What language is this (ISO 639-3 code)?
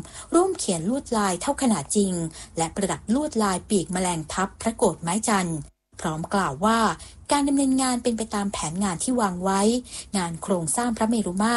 tha